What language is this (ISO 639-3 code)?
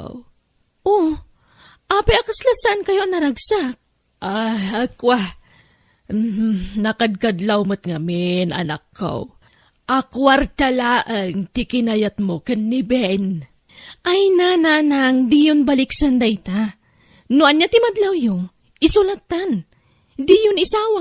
ilo